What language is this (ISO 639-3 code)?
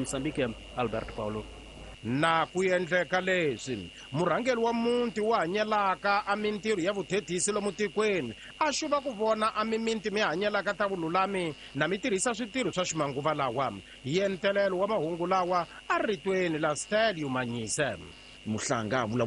tso